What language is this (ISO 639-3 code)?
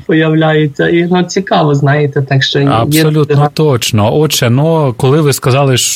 ukr